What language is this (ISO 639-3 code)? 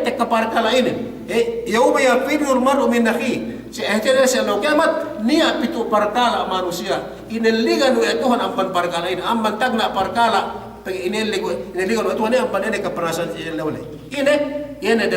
yka